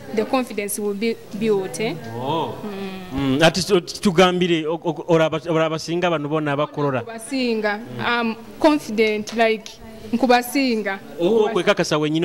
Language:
Nyoro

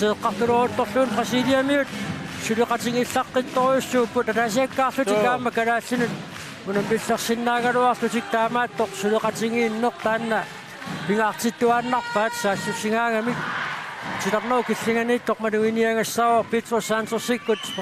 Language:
Kalaallisut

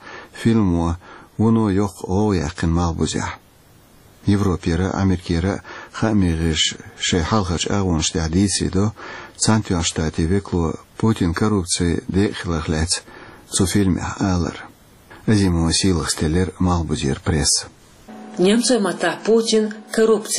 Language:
Chechen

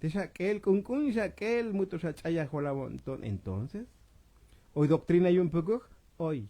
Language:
Tzotzil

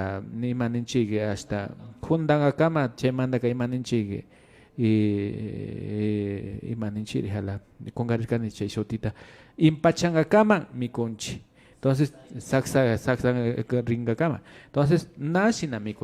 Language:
Imbabura Highland Quichua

